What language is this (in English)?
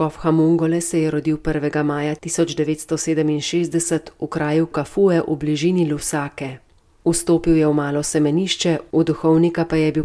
Slovenian